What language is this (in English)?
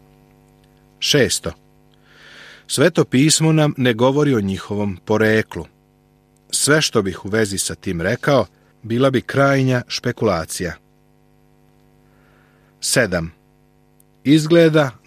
Serbian